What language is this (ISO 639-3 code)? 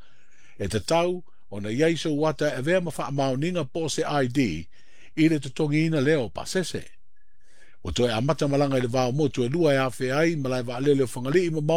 smo